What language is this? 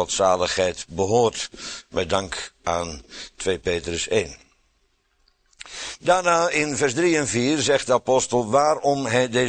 Dutch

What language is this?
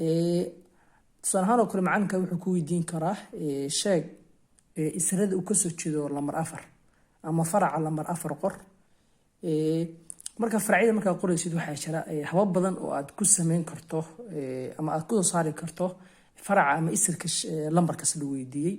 Somali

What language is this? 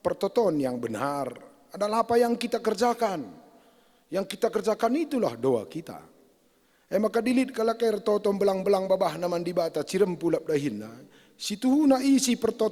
Batak Karo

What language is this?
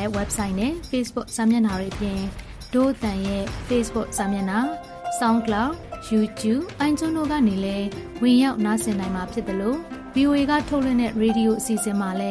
Burmese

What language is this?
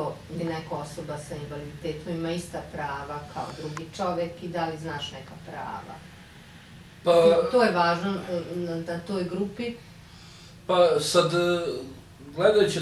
Serbian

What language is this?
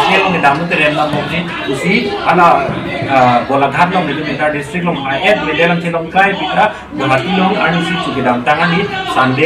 Karbi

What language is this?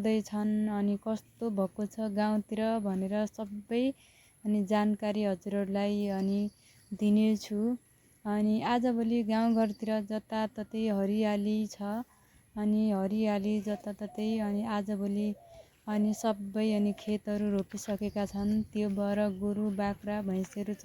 Nepali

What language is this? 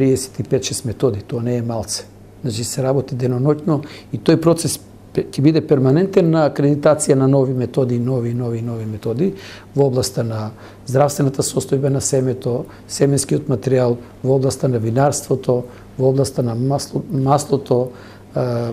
Macedonian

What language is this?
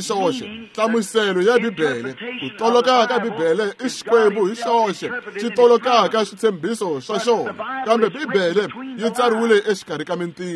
Tsonga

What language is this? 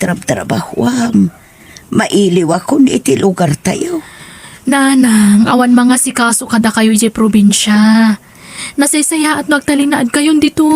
Iloko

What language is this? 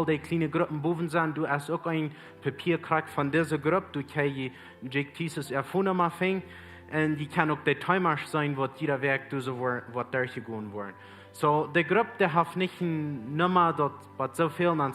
Plautdietsch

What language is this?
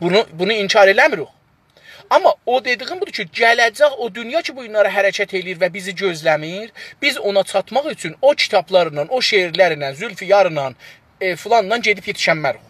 South Azerbaijani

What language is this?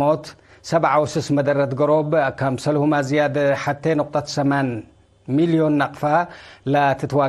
Tigre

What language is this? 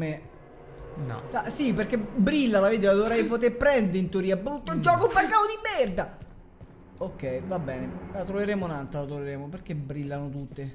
Italian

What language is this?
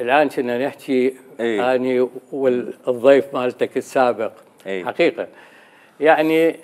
Mesopotamian Arabic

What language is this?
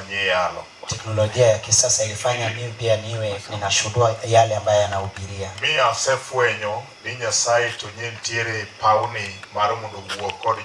Luo (Kenya and Tanzania)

